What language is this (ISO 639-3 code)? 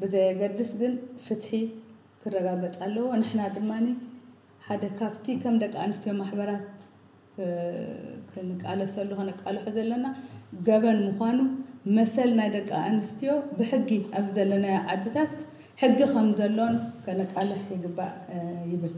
tir